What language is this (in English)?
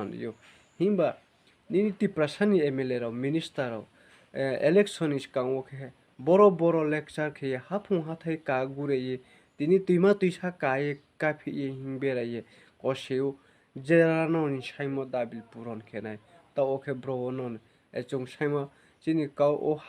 Riang (India)